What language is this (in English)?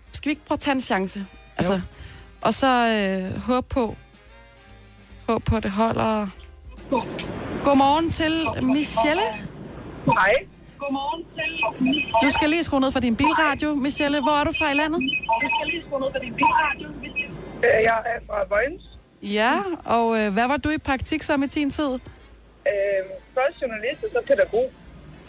Danish